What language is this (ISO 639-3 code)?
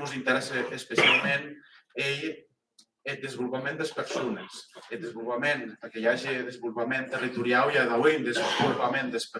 oci